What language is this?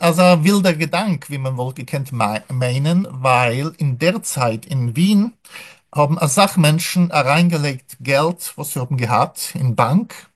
Yiddish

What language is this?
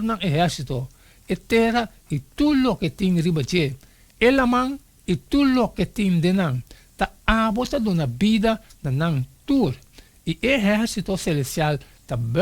Papiamento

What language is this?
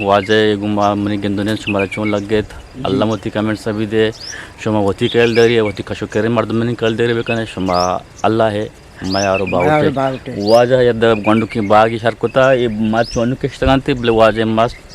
Eastern Balochi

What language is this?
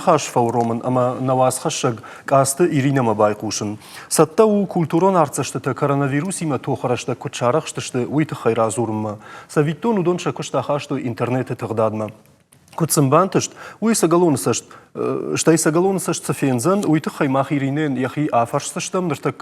Ossetic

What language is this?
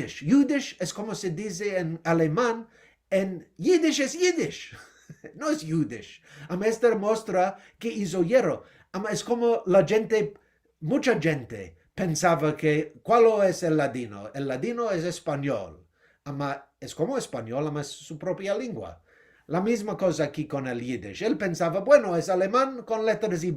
Ladino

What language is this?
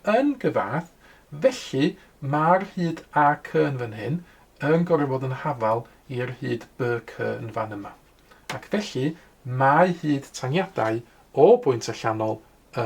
Welsh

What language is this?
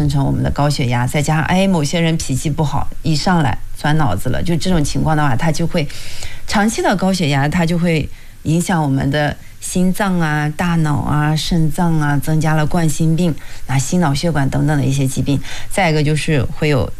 Chinese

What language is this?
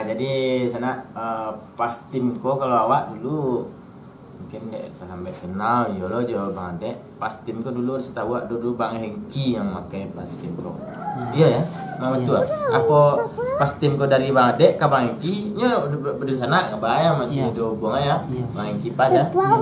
Minangkabau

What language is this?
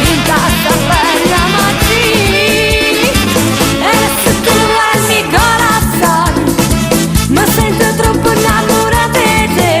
Neapolitan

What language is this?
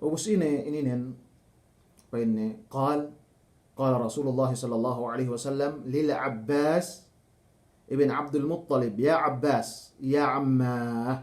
Yakan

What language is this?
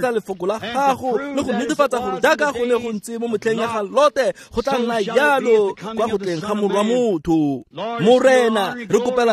Tswana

